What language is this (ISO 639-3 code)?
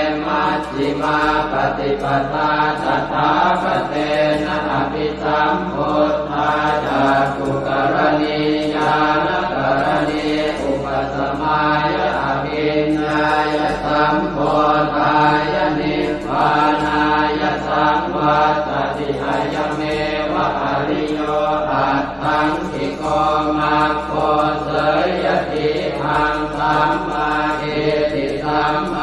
pli